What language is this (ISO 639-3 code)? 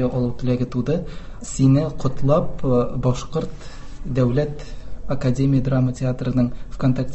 tat